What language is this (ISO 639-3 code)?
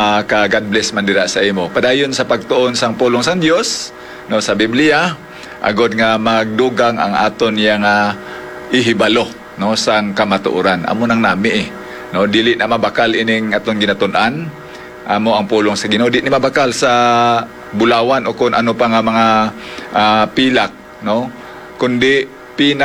hil